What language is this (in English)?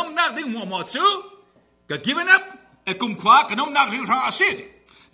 Falam Chin